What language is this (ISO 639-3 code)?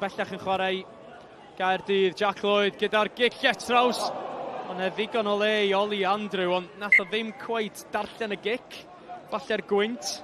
cym